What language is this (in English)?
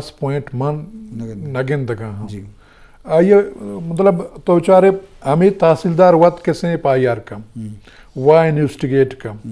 Eastern Balochi